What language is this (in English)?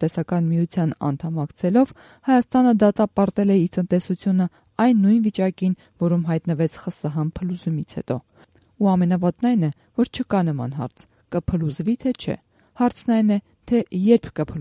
Armenian